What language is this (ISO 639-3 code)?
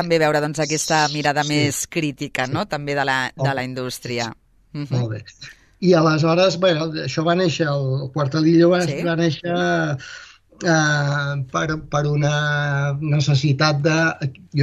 cat